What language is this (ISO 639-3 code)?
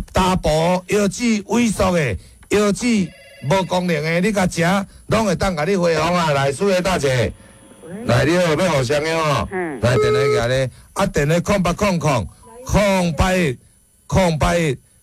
nan